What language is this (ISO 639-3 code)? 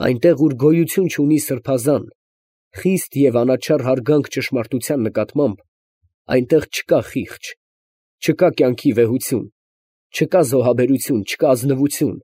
hye